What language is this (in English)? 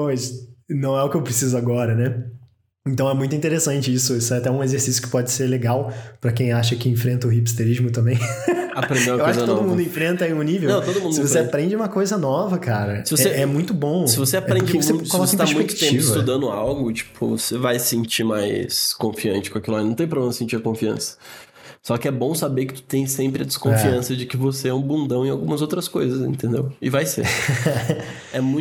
Portuguese